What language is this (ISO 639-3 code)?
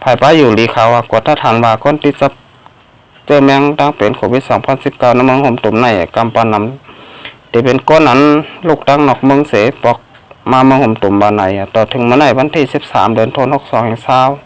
shn